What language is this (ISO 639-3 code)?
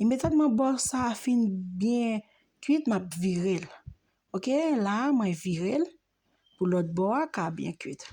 hat